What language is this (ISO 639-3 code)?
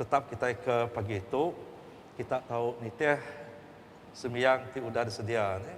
iba